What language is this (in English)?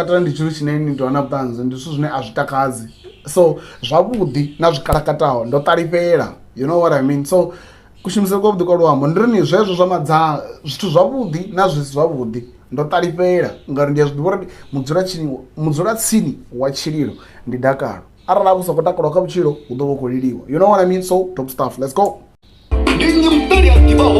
Venda